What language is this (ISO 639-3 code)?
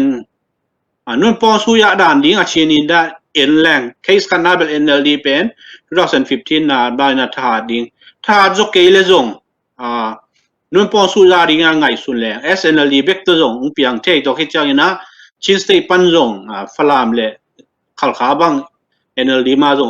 ctd